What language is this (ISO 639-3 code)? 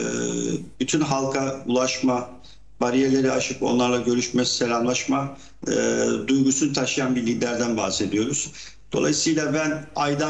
tur